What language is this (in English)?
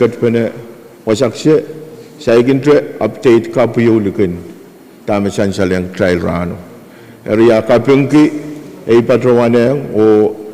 Pohnpeian